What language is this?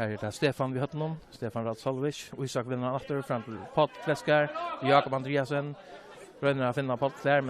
Faroese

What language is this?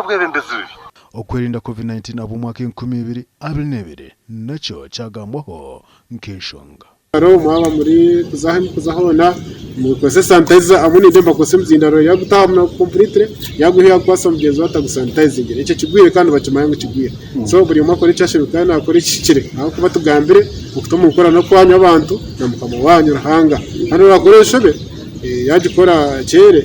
Nyankole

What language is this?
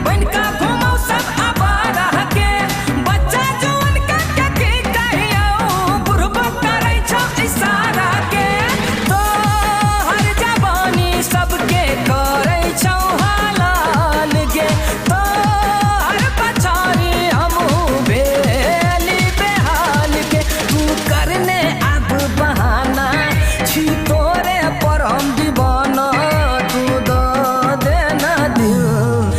Maithili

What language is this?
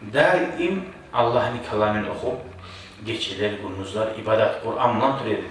Kumyk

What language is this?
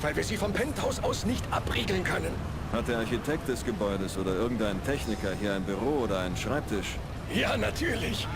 Bavarian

